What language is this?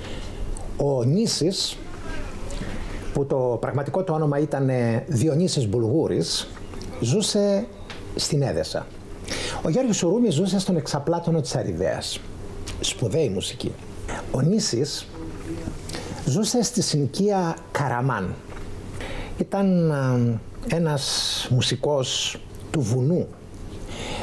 Greek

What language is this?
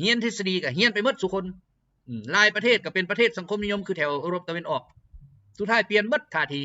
Lao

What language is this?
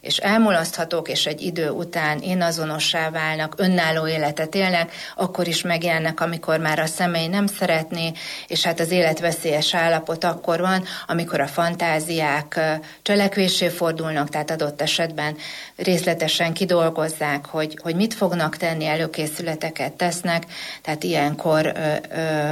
Hungarian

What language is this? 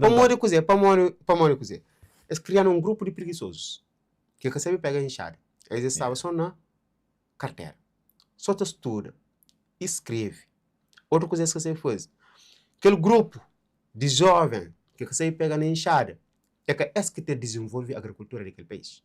Kabuverdianu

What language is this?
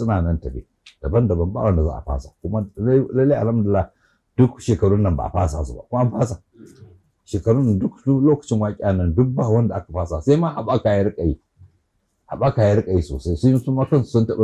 Hausa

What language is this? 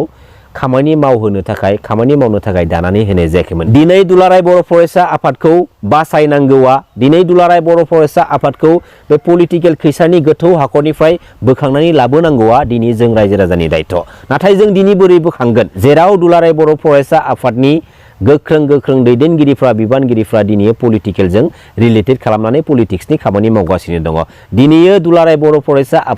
Bodo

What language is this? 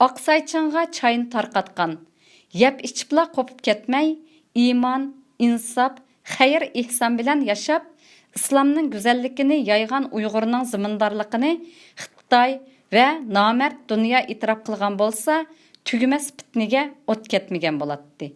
Uyghur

